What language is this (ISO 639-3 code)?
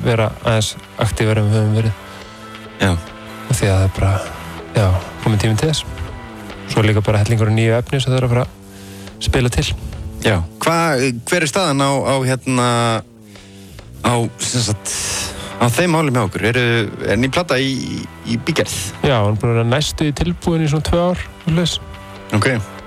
isl